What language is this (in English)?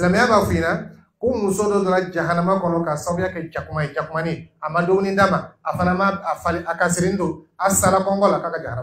Dyula